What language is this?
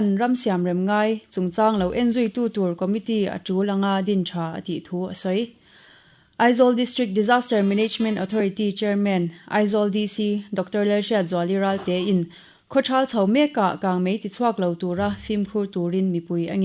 Mizo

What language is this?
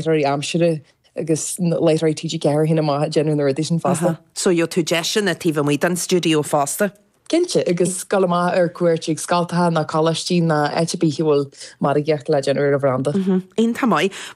Irish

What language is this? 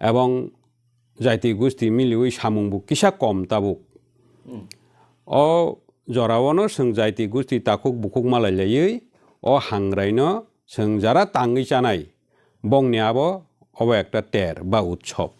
Kok Borok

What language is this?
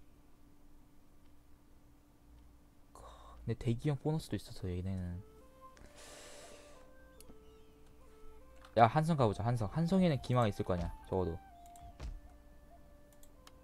Korean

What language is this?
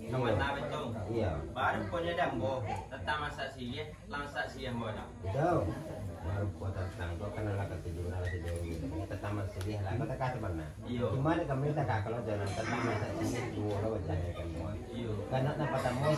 Minangkabau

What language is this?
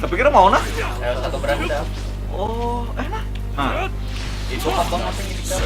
Banjar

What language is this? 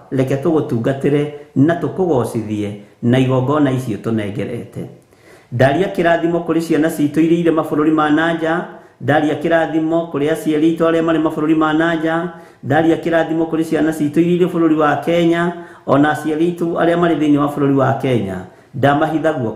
Kikuyu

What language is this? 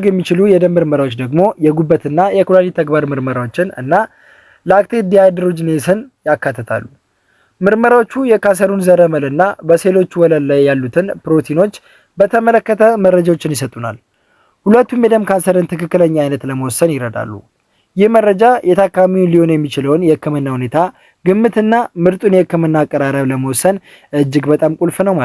Amharic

